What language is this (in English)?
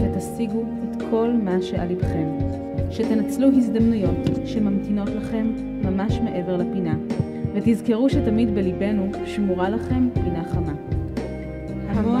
Hebrew